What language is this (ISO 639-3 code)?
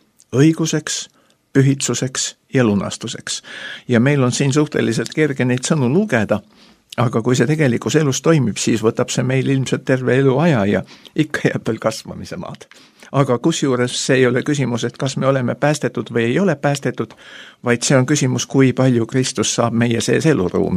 est